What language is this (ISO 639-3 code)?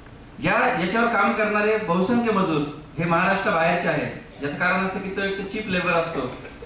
mar